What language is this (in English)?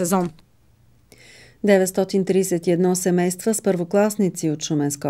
Bulgarian